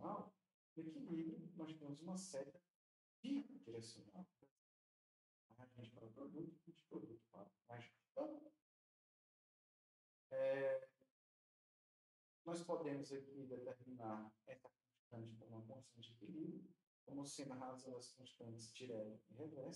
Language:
Portuguese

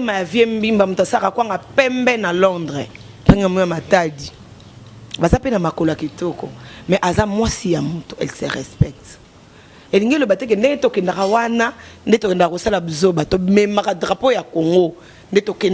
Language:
Lingala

